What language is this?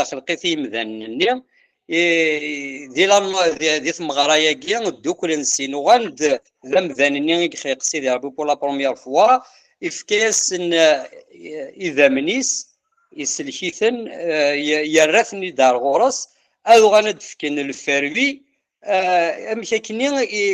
Kabyle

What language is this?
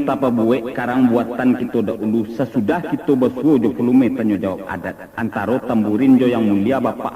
Minangkabau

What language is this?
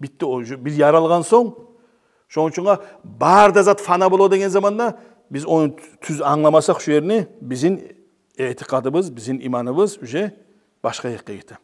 Kumyk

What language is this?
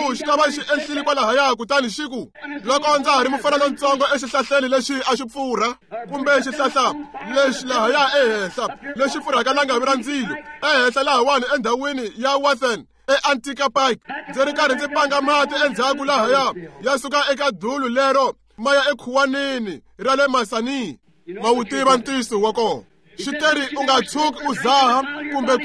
Tsonga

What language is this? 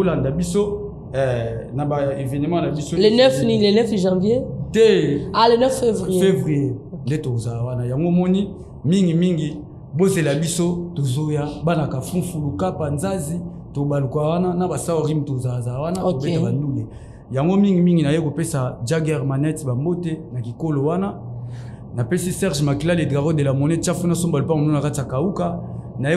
Lingala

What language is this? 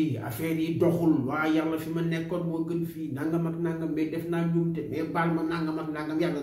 Wolof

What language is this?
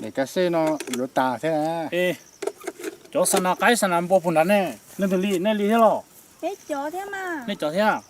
Hmong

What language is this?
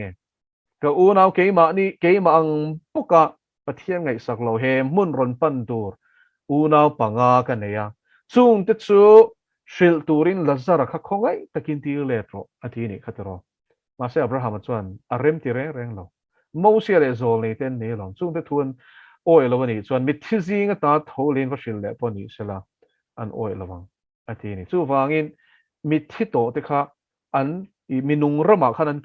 Mizo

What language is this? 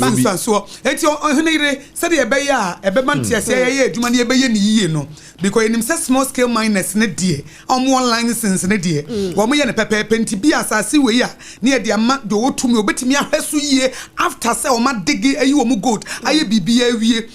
Akan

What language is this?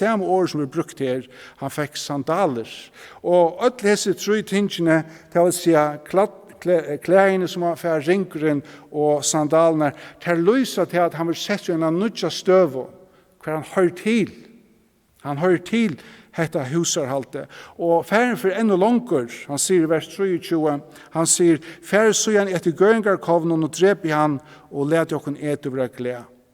Faroese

